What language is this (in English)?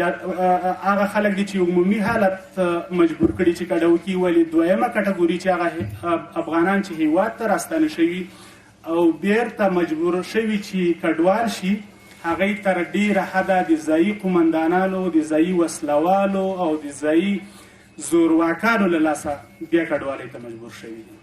Pashto